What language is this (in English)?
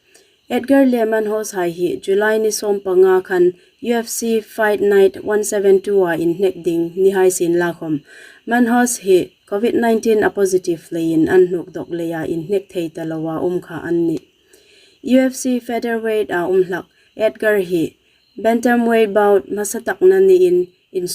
Hmar